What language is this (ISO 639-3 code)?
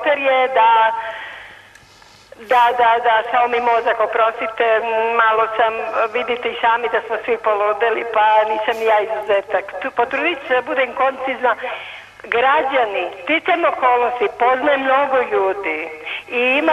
srp